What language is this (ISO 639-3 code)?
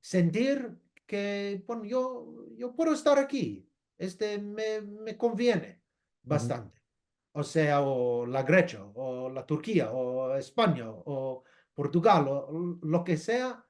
lad